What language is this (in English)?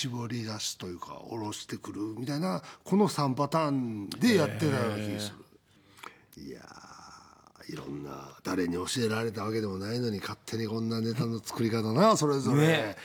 Japanese